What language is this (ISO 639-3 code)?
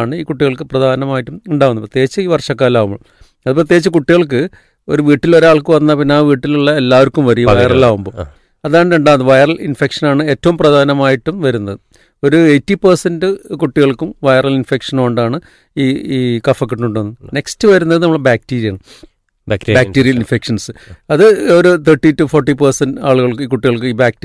mal